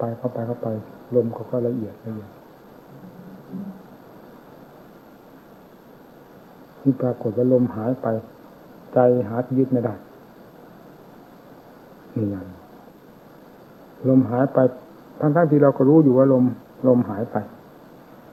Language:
Thai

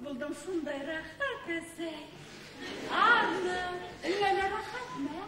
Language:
Bashkir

